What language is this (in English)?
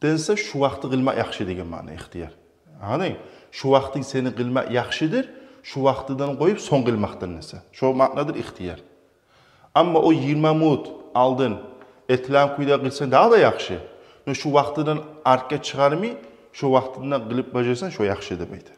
Kumyk